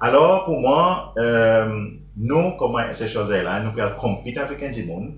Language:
Seselwa Creole French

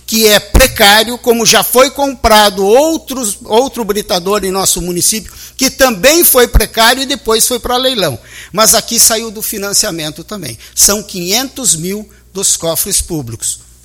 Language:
Portuguese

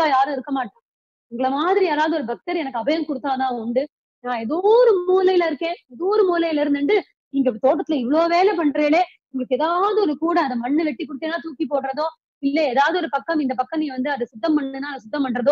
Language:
Tamil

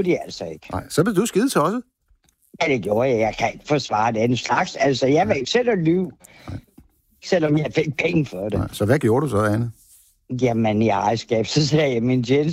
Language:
Danish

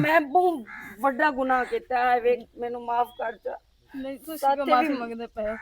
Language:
Western Panjabi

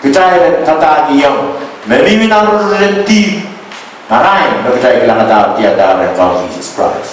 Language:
Pohnpeian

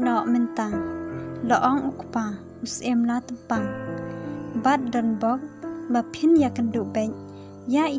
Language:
Khasi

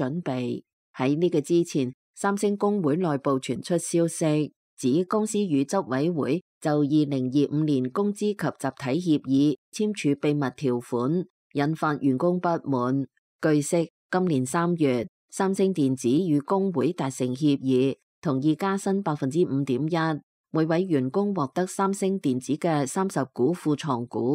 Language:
Cantonese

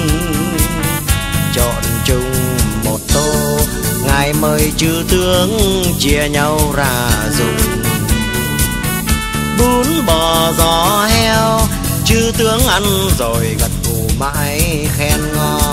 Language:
Vietnamese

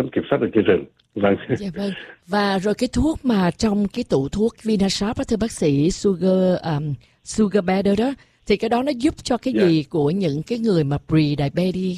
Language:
Vietnamese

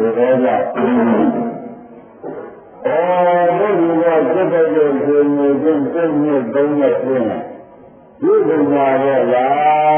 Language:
Burmese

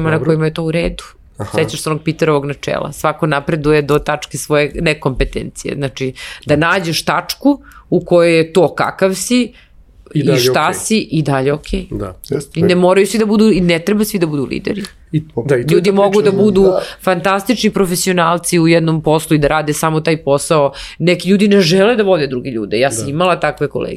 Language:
Serbian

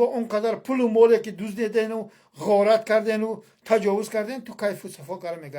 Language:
Tajik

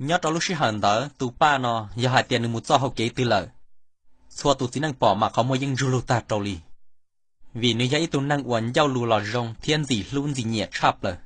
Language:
Hmong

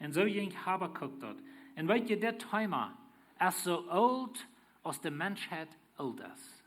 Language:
Plautdietsch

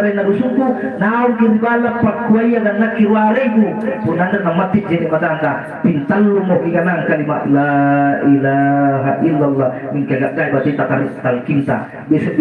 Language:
Makasar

